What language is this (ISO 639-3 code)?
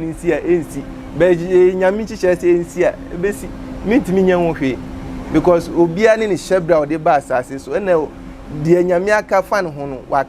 aka